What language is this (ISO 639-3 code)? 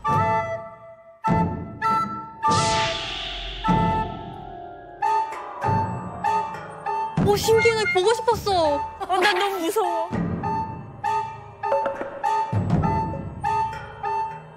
kor